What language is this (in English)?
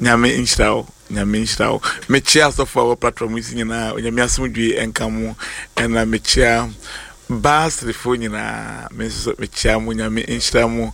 Akan